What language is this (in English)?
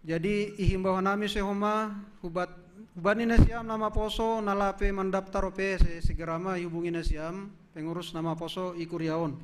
Batak Simalungun